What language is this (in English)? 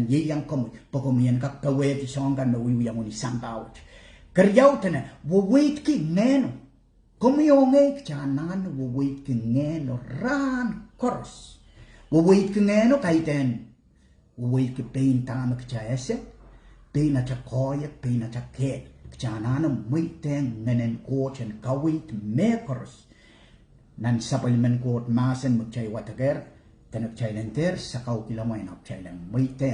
Pohnpeian